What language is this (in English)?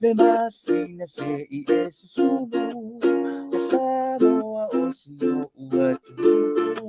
Samoan